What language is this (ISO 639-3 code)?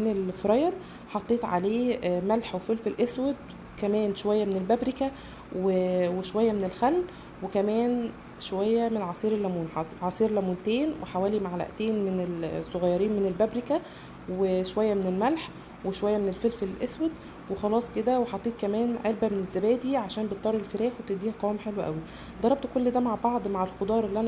arz